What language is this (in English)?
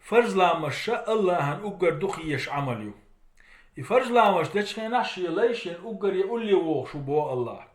Chechen